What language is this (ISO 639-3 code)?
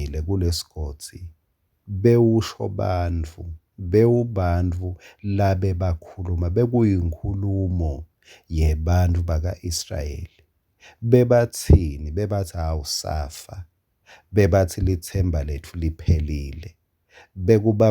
ssw